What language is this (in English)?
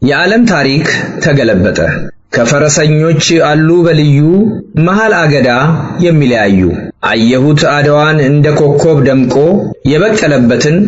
Amharic